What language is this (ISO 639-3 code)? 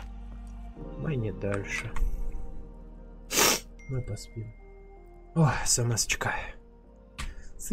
rus